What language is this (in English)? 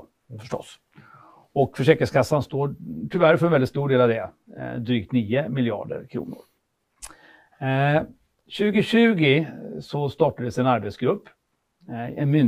Swedish